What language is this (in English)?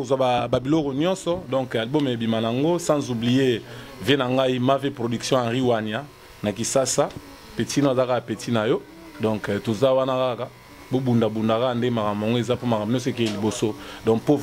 Lingala